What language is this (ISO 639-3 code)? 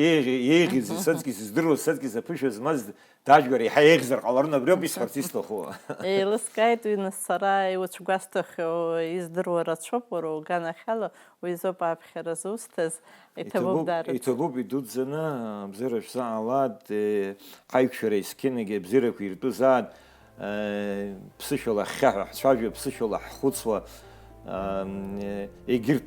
abk